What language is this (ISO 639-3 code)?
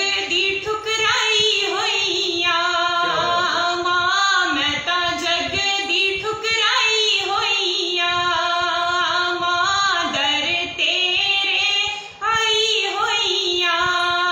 doi